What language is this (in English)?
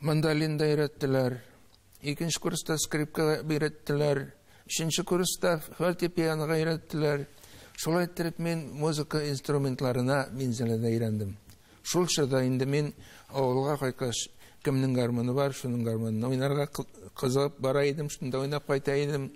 Tatar